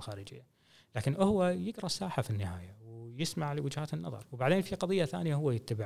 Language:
Gulf Arabic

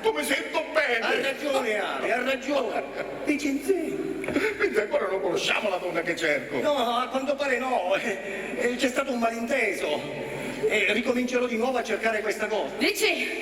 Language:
Sicilian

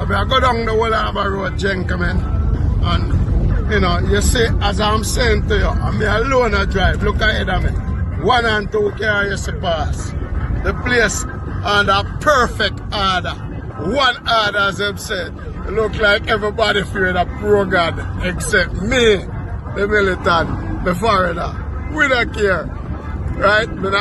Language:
Jamaican Creole English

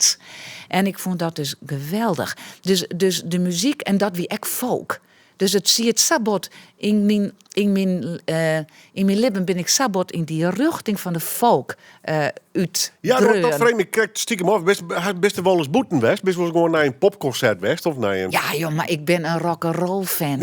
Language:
Western Frisian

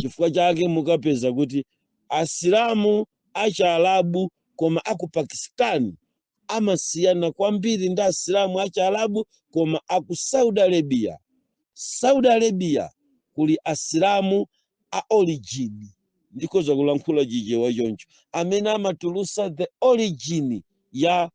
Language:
Nyanja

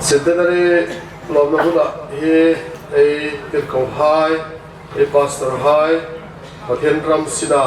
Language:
Hmar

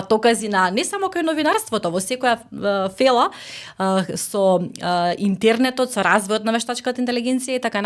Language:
Macedonian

